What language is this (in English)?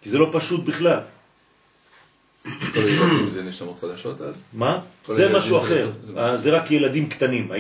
Hebrew